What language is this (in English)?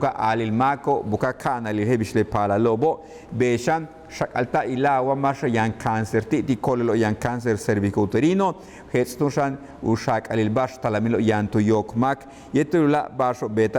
Yucateco